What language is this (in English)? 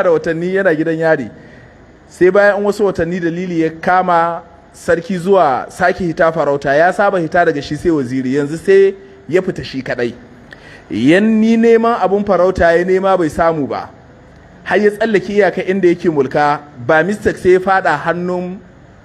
Hausa